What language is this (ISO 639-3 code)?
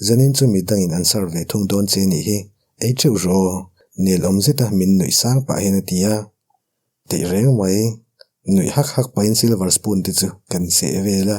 lus